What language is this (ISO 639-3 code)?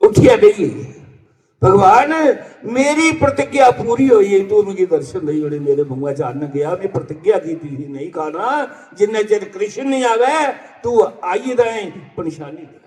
doi